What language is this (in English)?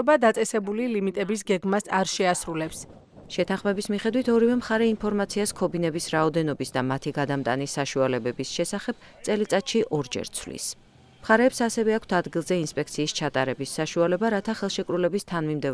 Georgian